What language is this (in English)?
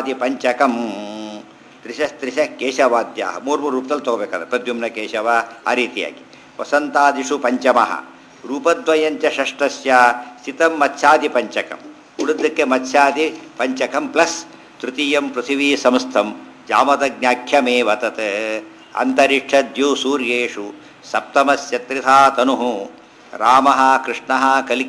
Kannada